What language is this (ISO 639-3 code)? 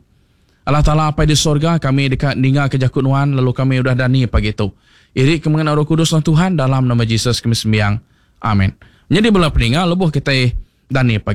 iba